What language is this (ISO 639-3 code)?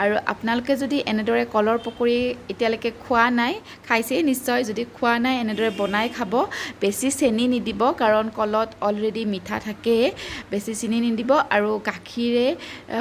asm